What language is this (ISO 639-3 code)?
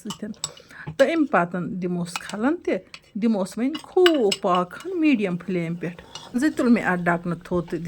kas